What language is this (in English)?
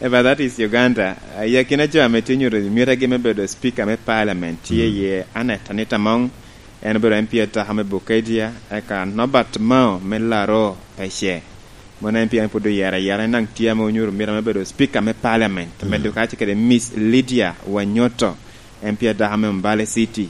Lango (Uganda)